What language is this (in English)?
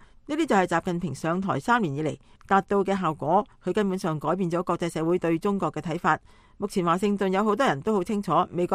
Cantonese